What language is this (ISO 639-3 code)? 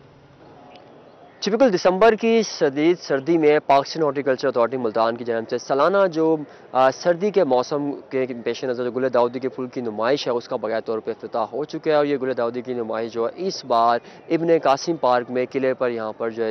urd